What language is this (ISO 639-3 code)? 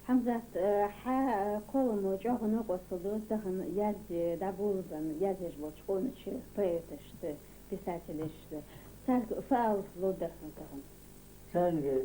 inh